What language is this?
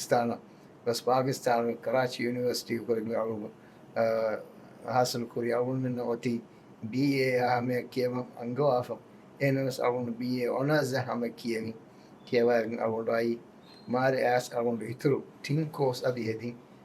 Divehi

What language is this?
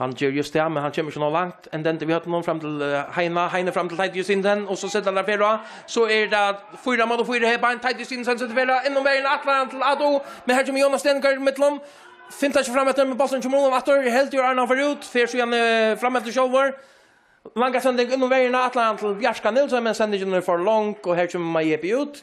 Faroese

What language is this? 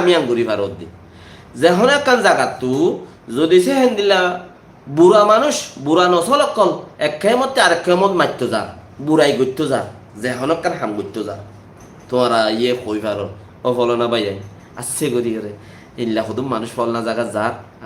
Rohingya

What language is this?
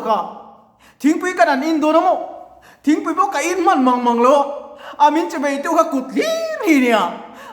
Mizo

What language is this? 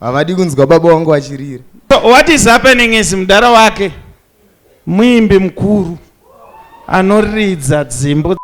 Shona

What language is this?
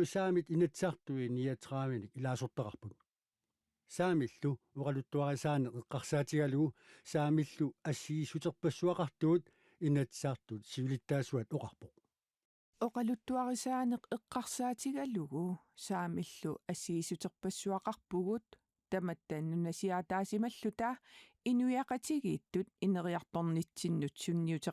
Kalaallisut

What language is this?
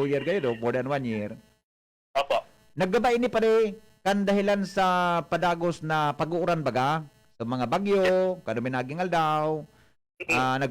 Bikol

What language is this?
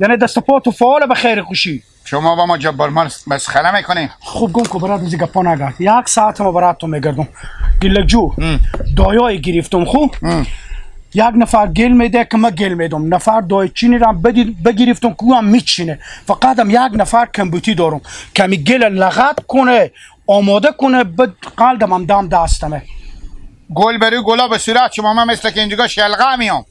Hazaragi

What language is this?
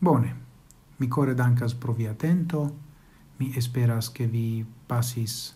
Esperanto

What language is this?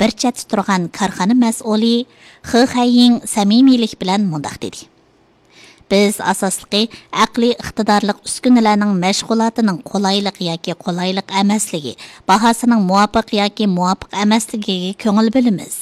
Uyghur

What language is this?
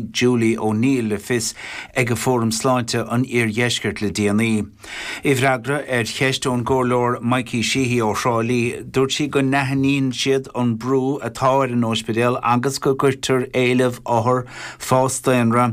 Irish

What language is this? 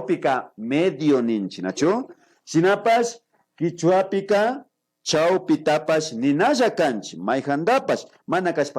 Imbabura Highland Quichua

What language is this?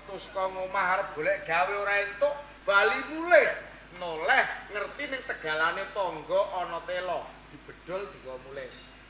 Javanese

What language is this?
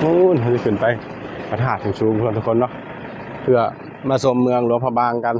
Northeastern Thai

